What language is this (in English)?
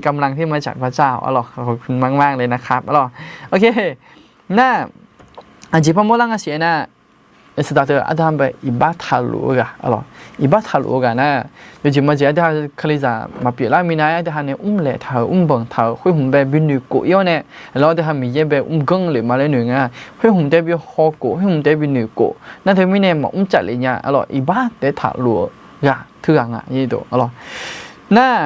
Akha